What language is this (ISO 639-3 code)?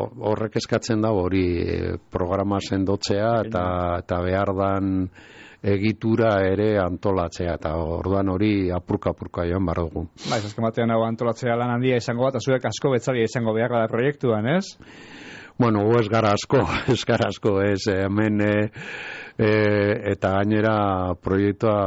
eus